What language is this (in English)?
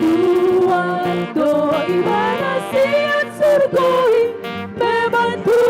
Batak Toba